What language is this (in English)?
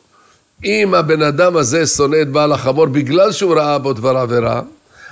Hebrew